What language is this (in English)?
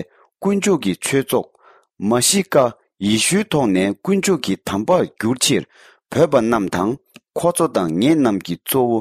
Tibetan